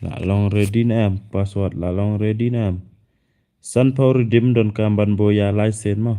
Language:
Khasi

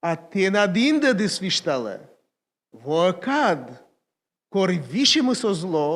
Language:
Komi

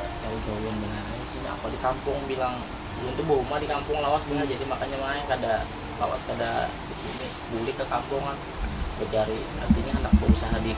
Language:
Banjar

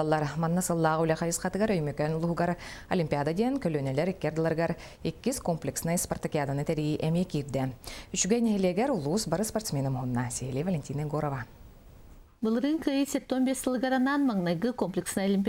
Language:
Yakut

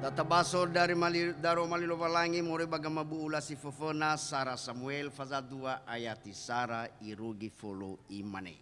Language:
Nias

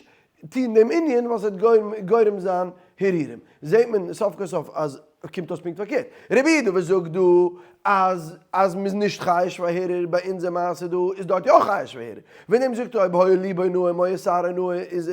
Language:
Yiddish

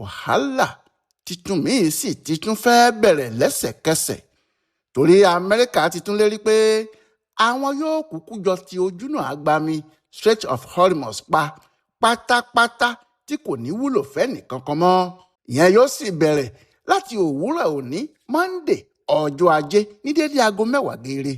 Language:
Yoruba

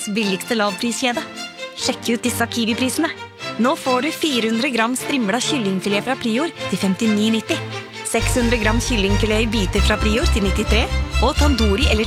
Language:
Norwegian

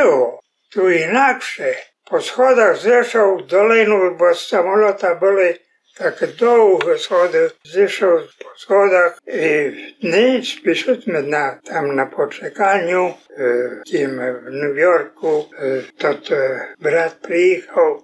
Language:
Rusyn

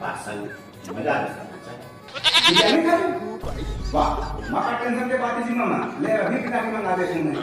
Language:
Chhattisgarhi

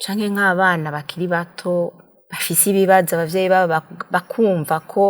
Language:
Rundi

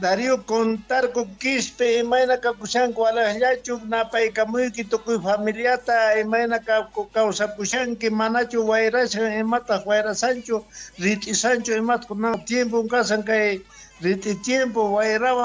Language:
Quechua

